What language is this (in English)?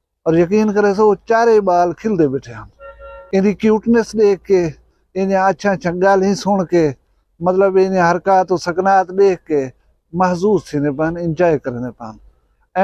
Saraiki